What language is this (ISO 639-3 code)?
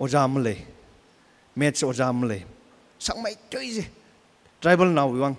nmf